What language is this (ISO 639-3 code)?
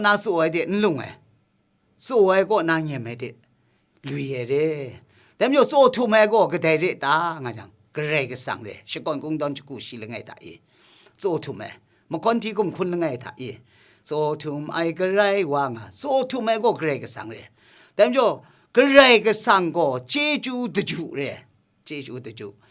kac